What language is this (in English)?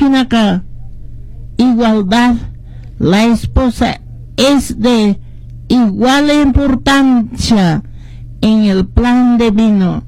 Quechua